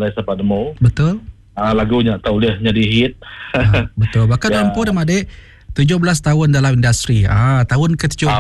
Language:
Iban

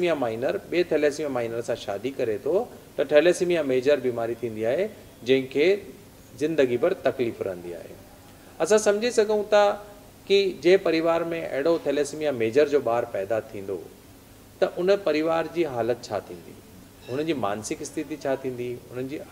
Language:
Sindhi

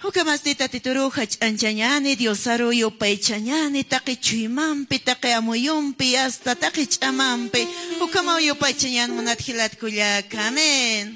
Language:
Aymara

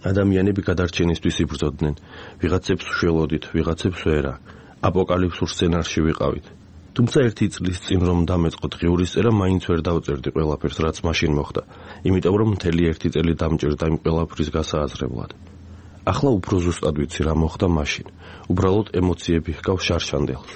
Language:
Georgian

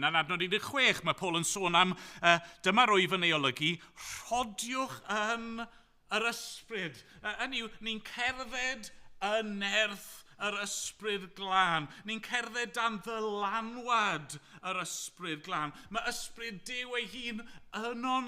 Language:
Welsh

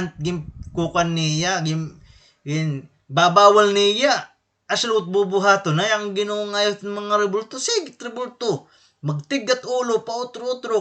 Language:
Waray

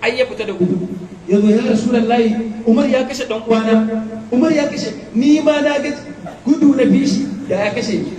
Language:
Hausa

